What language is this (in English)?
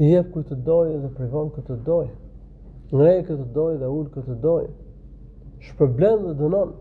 Albanian